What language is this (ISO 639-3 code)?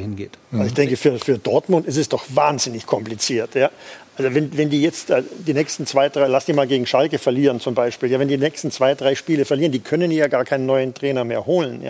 deu